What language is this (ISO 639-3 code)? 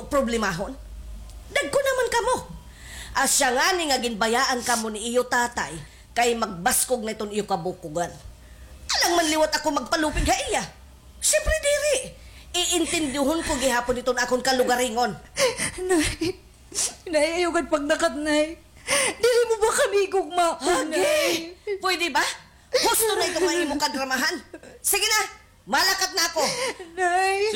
war